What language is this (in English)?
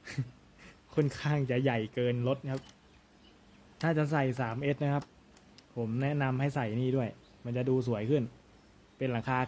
Thai